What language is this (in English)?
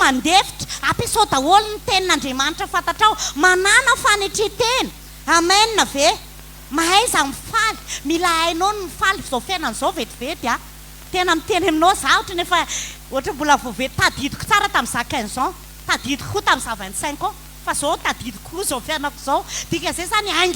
Malagasy